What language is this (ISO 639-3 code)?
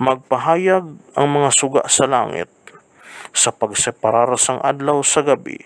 hil